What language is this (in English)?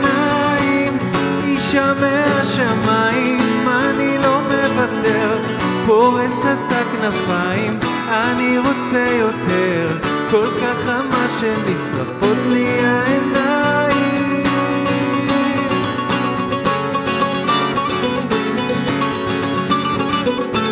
Hebrew